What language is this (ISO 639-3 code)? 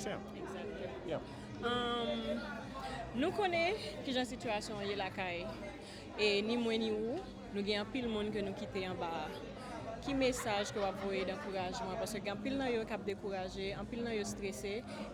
hat